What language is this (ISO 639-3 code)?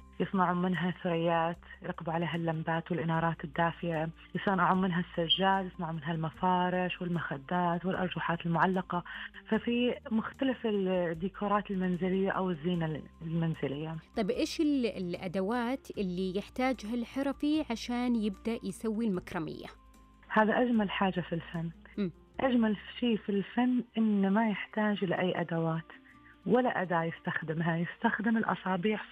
ars